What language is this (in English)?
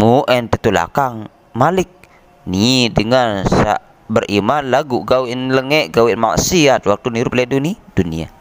Sasak